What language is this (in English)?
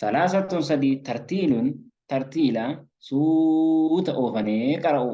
Oromo